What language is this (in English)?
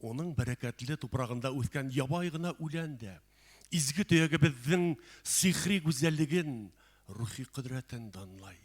Bashkir